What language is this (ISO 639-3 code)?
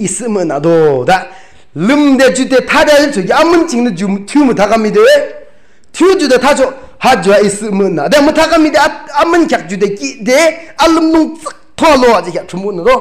yim